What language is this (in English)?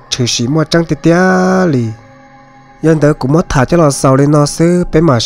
Hmong